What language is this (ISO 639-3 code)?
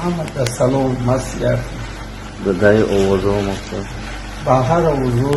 tgk